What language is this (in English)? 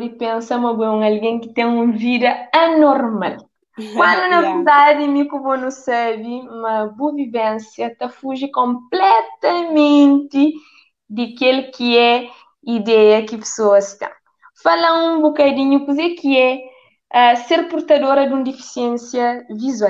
Kabuverdianu